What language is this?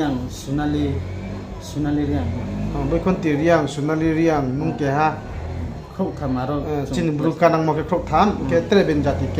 Riang (India)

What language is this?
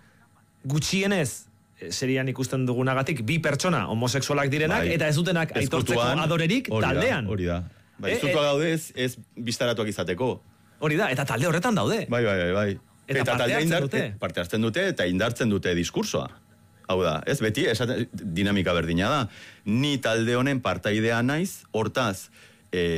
Basque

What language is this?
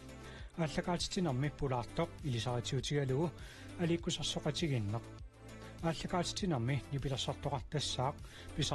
Kalaallisut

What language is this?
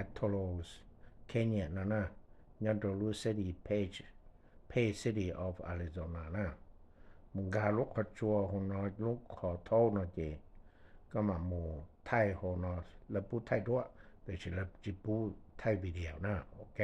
Hmong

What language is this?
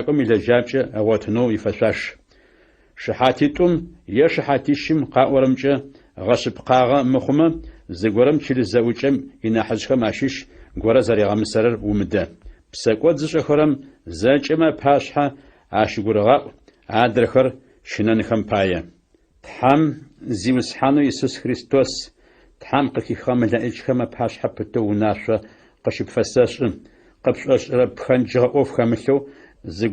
Adyghe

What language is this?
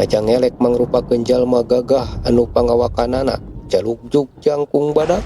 Sundanese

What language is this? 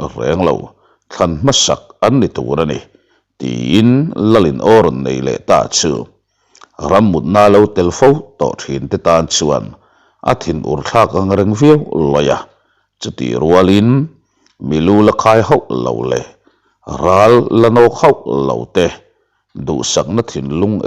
Mizo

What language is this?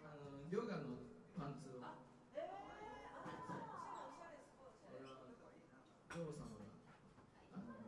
Japanese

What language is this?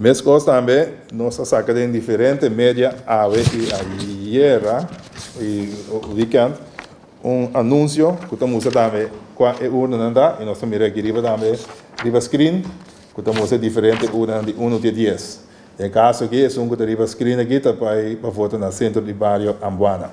Papiamento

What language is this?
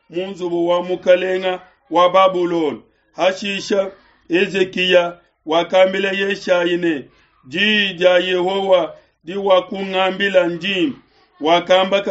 Luba-Lulua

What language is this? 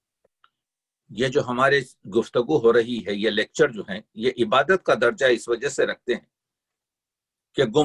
Urdu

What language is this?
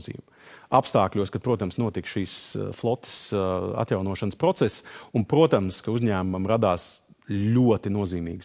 Latvian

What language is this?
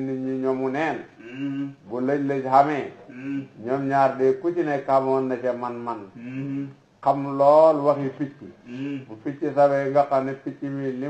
Wolof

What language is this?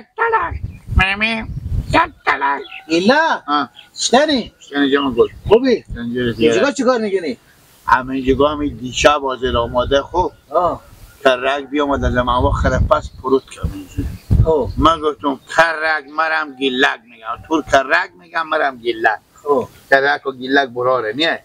Persian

